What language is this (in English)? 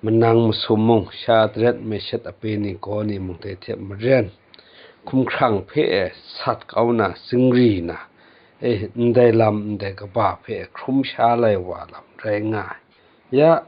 Kachin